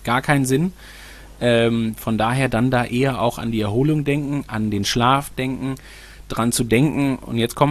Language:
German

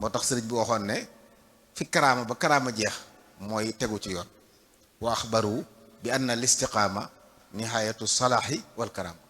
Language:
Wolof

